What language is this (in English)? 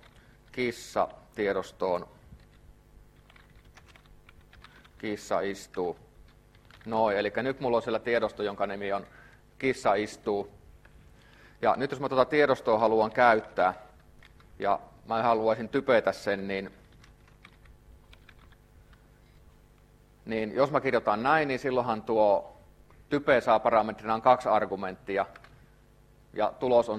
Finnish